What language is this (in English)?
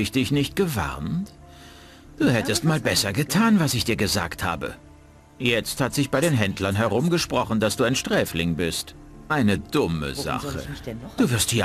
Bavarian